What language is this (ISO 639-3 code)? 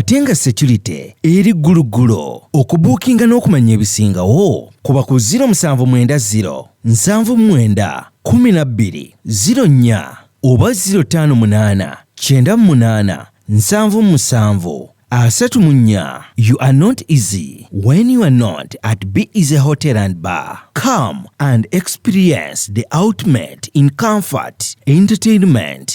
lug